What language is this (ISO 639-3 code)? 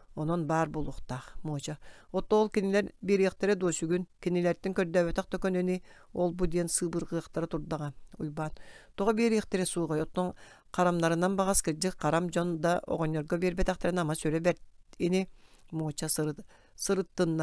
sah